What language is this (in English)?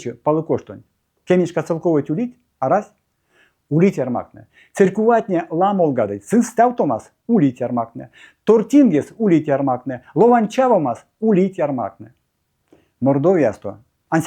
Erzya